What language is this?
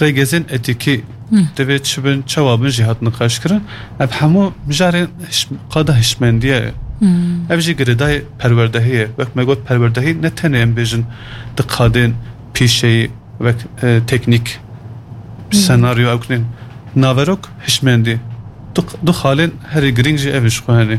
Kurdish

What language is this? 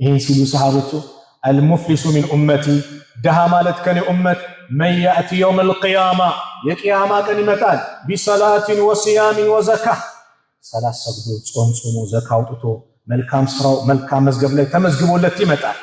Amharic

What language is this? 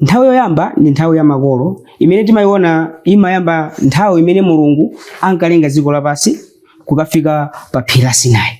Nyanja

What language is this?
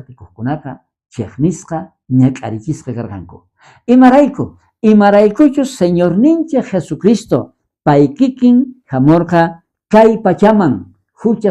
South Bolivian Quechua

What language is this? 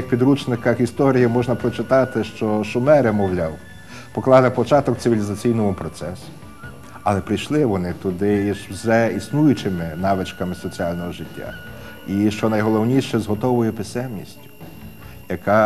Ukrainian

